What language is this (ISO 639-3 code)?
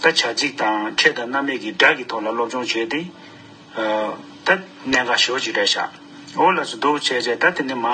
bod